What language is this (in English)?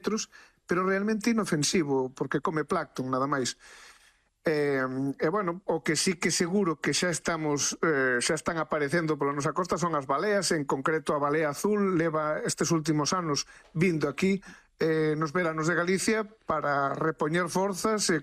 Galician